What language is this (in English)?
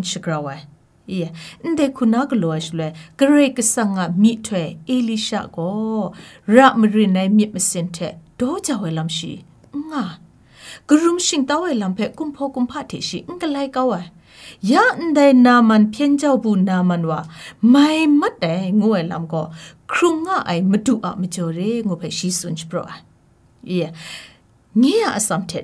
Kachin